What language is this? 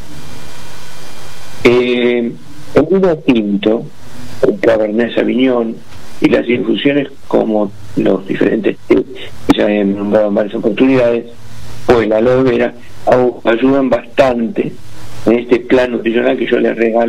Spanish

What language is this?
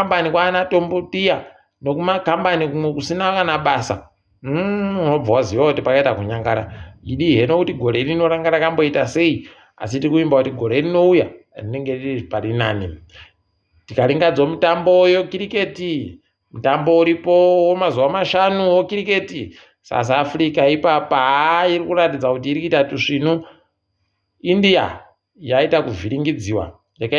Ndau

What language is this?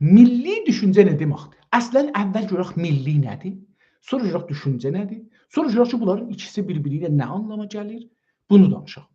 South Azerbaijani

